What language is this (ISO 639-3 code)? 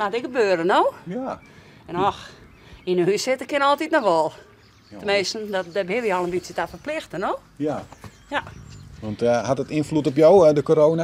fry